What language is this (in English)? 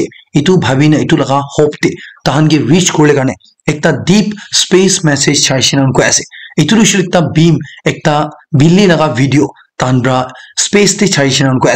Naga Pidgin